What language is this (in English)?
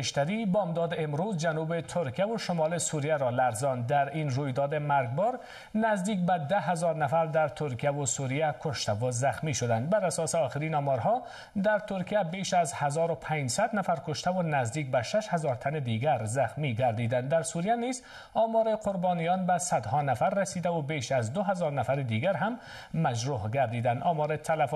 Persian